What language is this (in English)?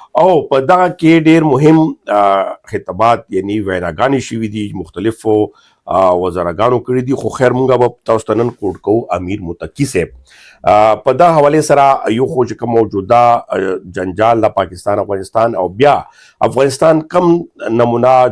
Pashto